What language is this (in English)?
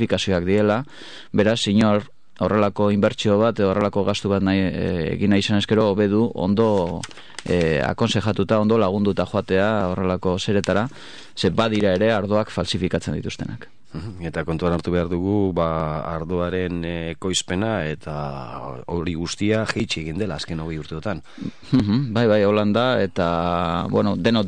Basque